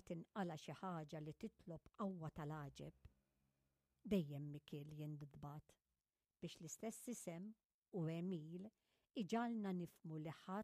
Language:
Maltese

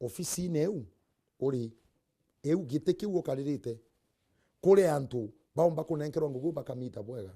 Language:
Meru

